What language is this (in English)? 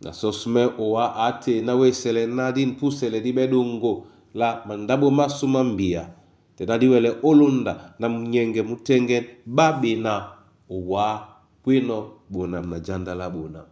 Duala